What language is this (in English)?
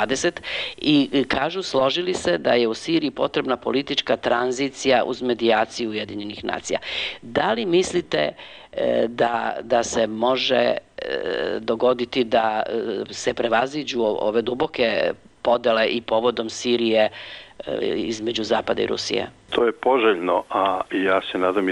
Serbian